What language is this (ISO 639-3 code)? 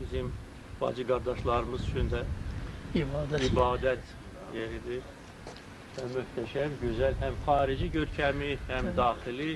aze